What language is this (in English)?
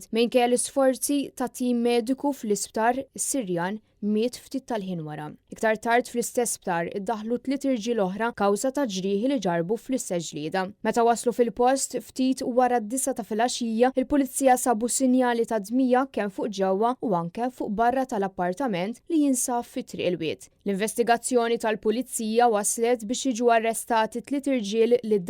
Maltese